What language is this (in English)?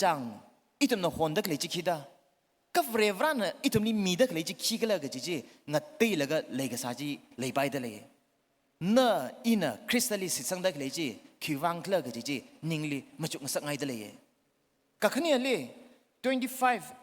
Tangkhul Naga (India)